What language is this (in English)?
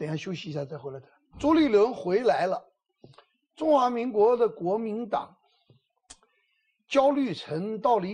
Chinese